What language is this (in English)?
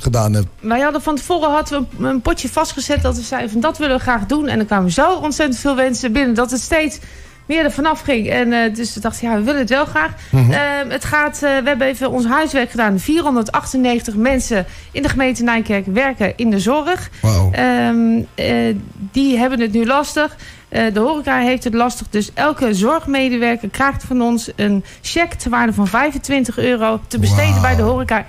Dutch